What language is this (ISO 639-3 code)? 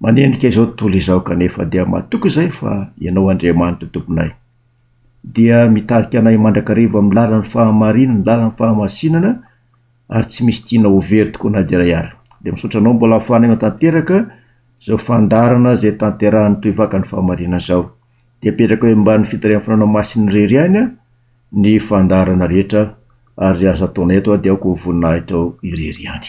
mlg